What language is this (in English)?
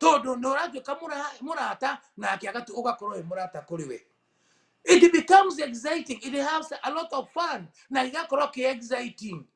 Kikuyu